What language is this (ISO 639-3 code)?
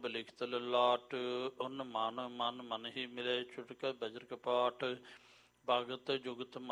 pan